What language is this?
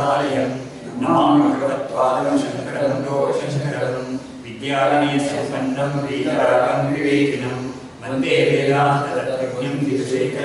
Kannada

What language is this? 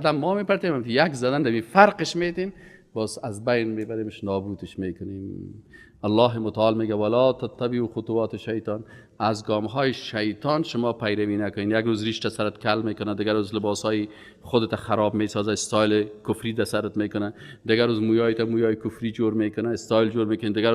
Persian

